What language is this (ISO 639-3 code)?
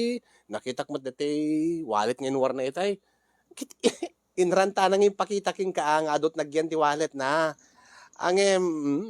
ilo